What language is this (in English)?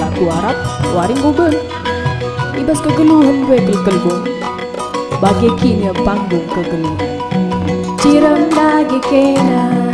Batak Karo